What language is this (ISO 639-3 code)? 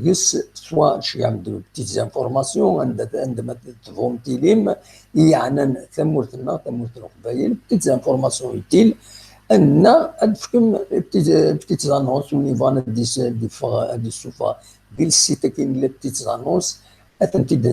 kab